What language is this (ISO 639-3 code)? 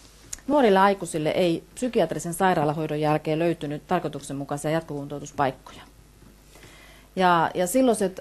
fin